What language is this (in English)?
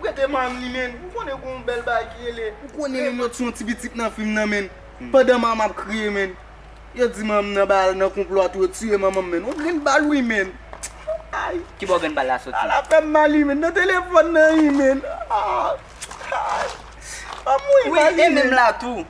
Haitian Creole